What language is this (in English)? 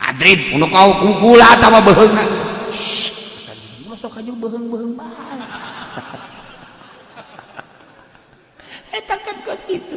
Sundanese